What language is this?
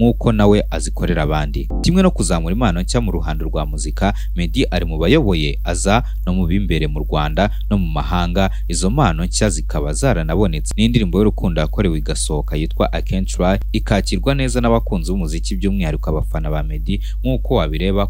Kinyarwanda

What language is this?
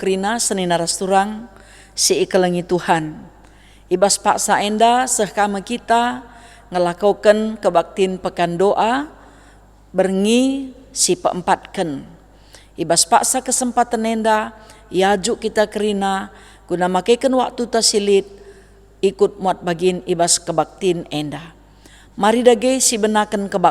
Batak Karo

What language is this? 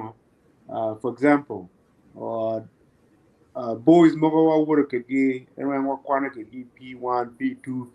Acoli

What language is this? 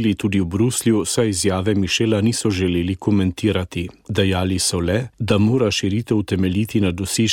Slovenian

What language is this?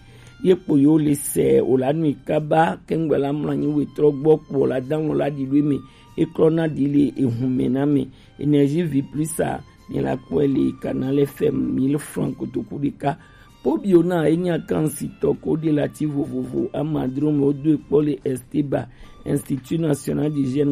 Gen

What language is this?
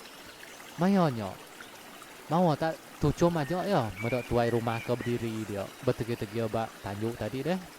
Iban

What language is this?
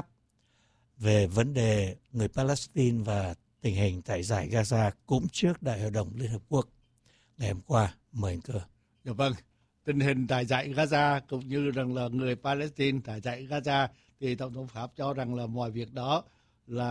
Vietnamese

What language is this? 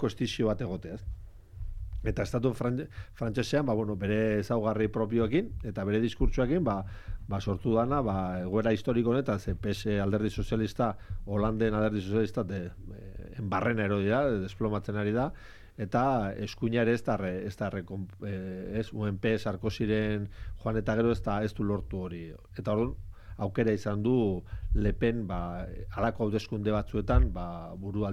Basque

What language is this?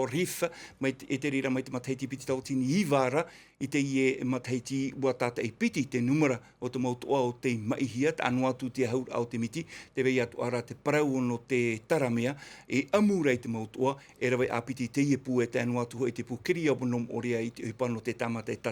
Tahitian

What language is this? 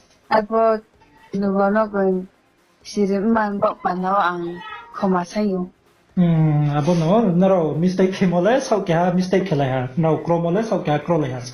Riang (India)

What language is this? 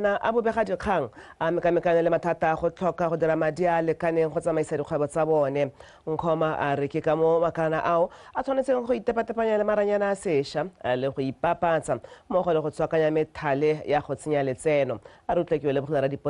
Tswana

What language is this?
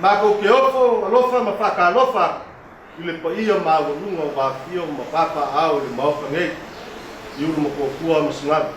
Samoan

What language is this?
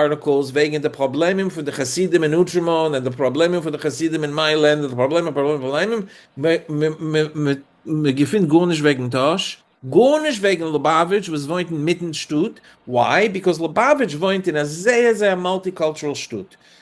Yiddish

